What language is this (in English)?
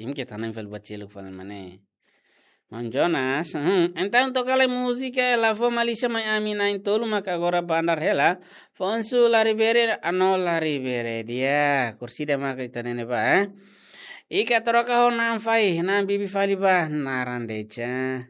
Tetum